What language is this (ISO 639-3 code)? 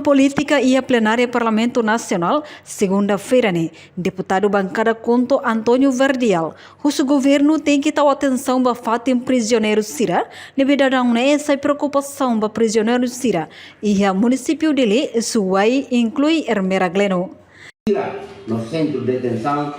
tet